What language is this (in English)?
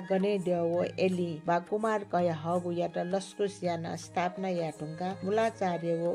Newari